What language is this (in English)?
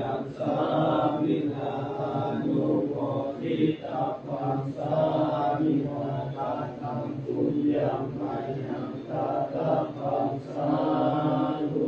Pali